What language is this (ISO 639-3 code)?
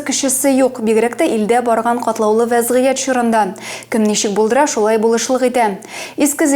tat